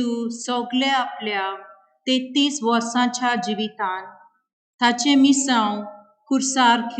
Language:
Konkani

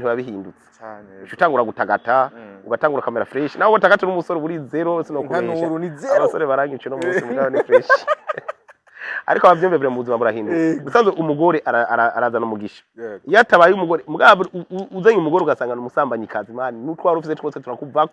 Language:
Rundi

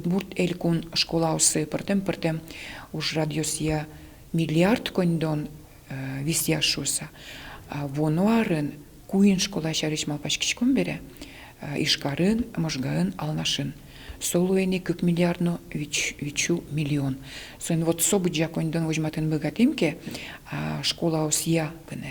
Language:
Udmurt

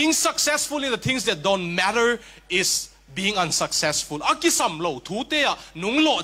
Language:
Tedim Chin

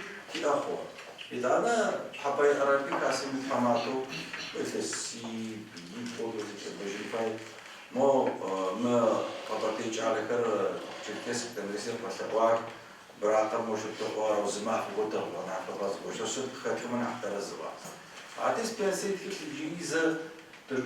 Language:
Adyghe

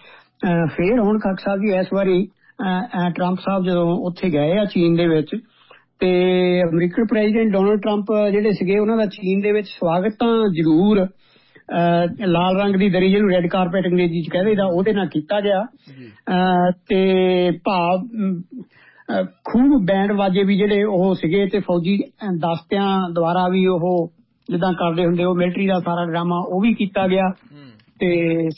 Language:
Punjabi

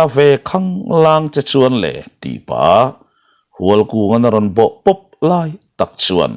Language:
Mizo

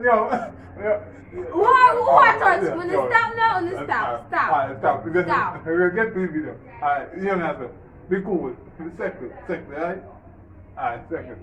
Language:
Jamaican Creole English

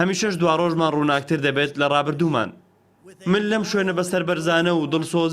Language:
Central Kurdish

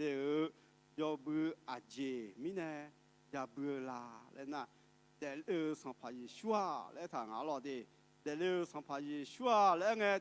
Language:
Akha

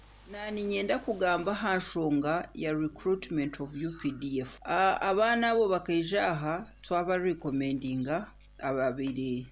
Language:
Nyankole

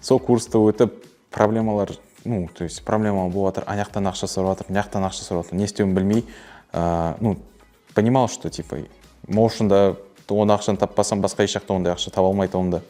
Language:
Kara-Kalpak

